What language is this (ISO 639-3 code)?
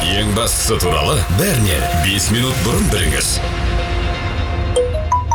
kaz